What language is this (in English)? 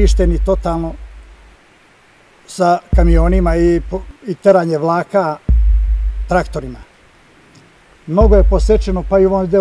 Serbian